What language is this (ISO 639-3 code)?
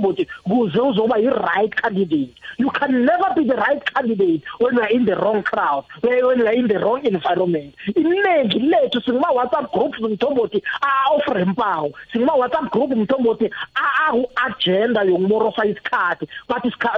nbl